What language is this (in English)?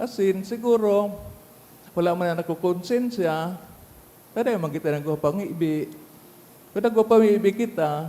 Bikol